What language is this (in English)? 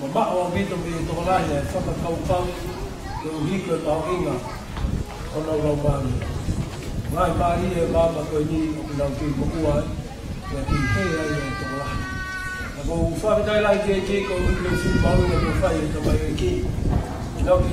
Tongan